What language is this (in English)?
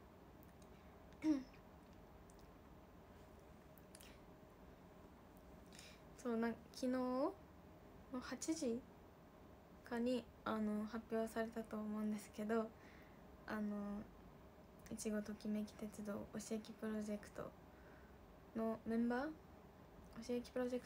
Japanese